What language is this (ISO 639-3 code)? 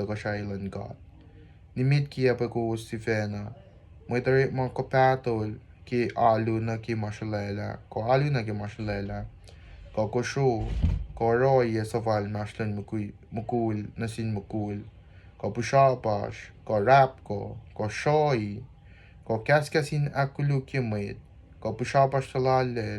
kos